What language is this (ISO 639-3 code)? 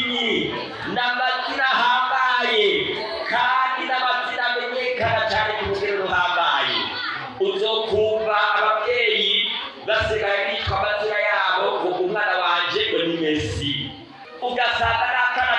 run